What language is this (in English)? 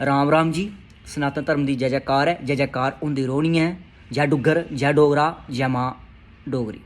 Dogri